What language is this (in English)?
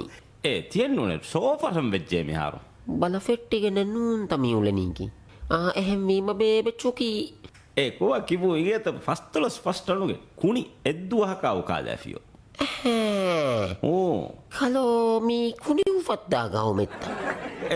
Divehi